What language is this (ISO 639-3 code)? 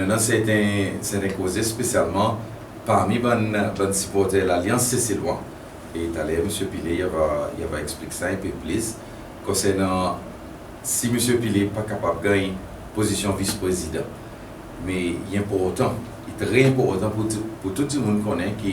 crs